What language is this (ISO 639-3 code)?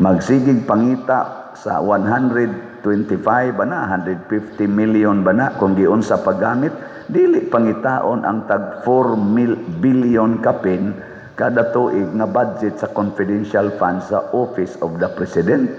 ceb